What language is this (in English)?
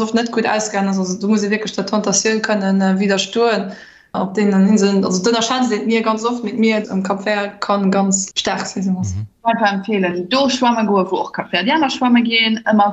Luxembourgish